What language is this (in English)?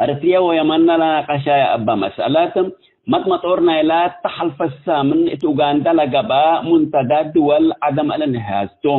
Tigre